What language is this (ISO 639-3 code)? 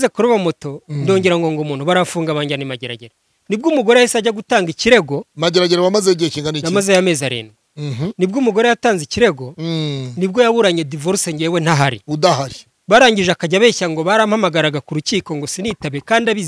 kin